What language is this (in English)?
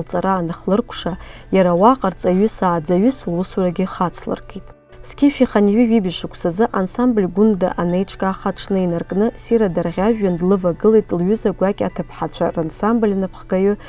Abkhazian